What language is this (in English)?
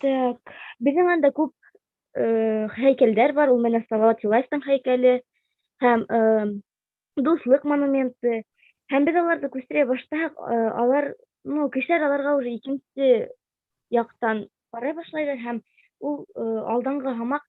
Bashkir